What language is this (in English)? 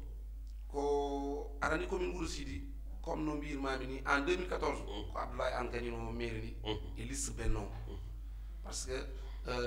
Fula